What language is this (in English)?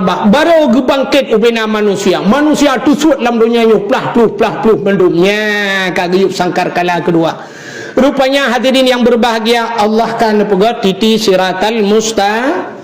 Achinese